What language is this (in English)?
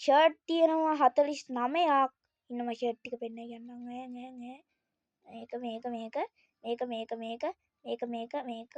Sinhala